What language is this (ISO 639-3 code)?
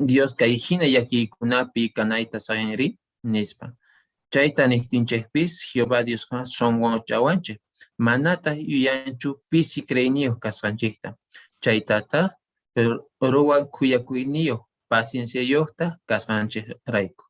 que